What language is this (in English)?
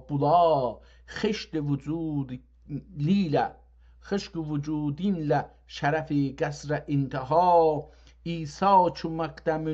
South Azerbaijani